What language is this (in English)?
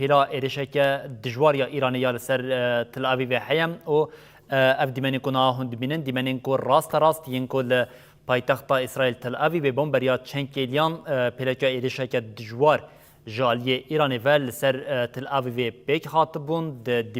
Kurdish